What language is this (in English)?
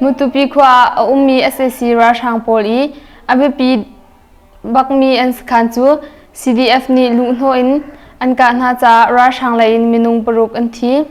Hakha Chin